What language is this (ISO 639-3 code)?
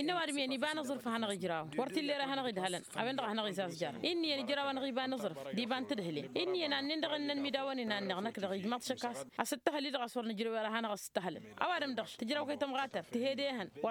taq